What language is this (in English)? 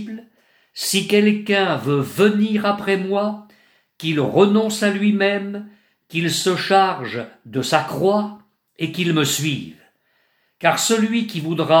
French